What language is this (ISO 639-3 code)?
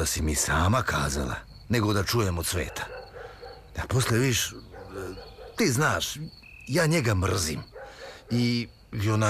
srp